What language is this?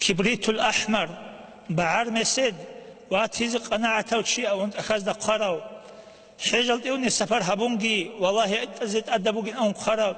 Avaric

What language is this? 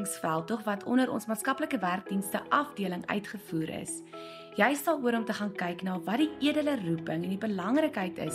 Afrikaans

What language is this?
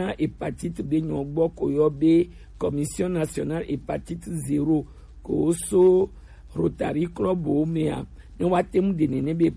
Gen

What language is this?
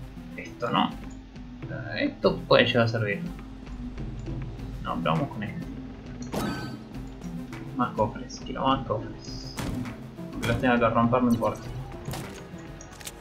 Spanish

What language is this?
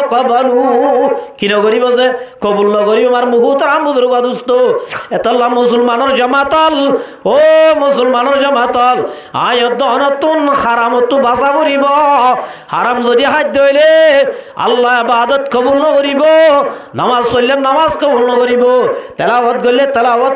Rohingya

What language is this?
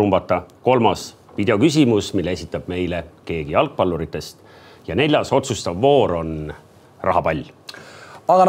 Estonian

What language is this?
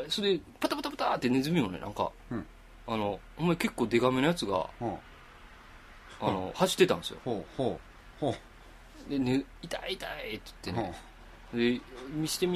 Japanese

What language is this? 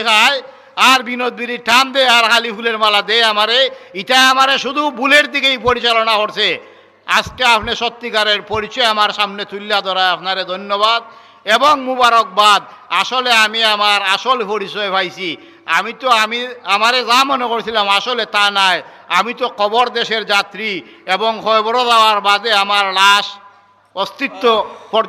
Sylheti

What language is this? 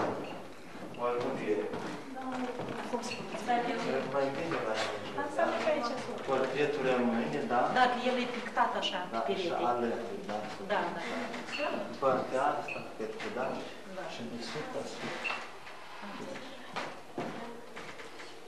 Romanian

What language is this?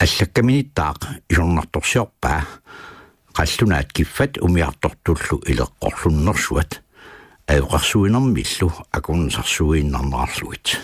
Kalaallisut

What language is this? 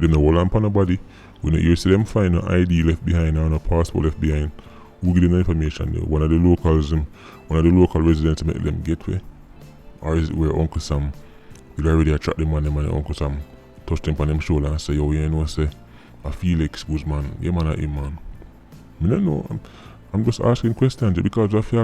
Jamaican Creole English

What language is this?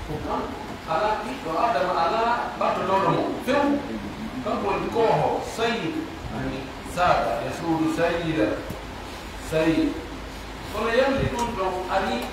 Pular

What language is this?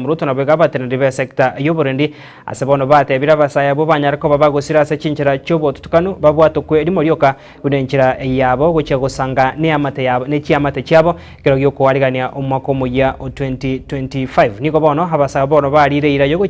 Gusii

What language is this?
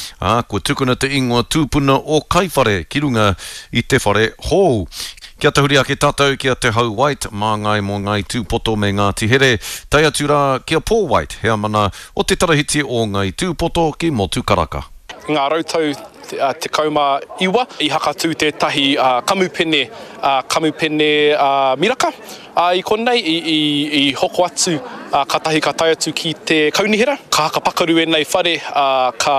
Māori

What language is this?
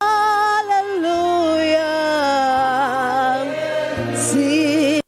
Ewe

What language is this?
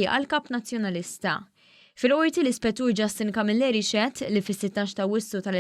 Maltese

